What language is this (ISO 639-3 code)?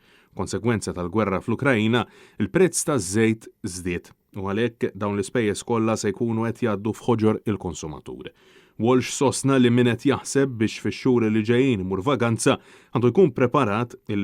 mlt